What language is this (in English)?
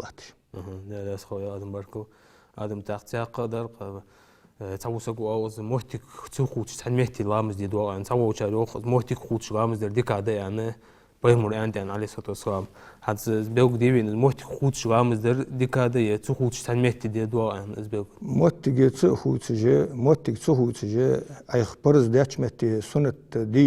Ingush